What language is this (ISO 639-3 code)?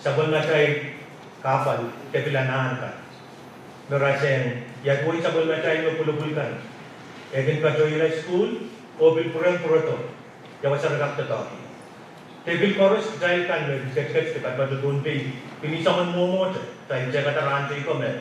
pon